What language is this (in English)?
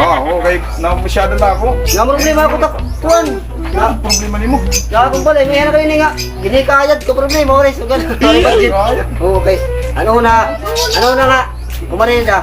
Waray